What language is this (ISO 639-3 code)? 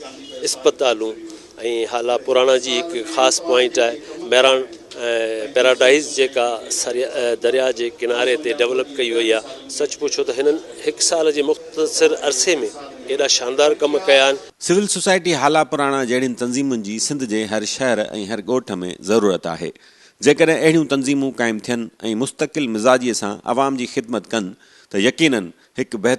snd